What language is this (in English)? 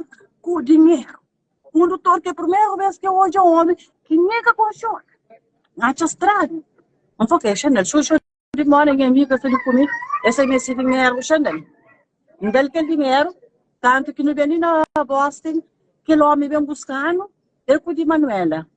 Kabuverdianu